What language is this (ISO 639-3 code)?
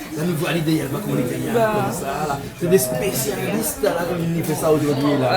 rcf